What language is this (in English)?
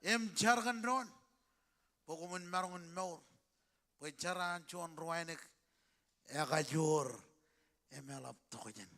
Marshallese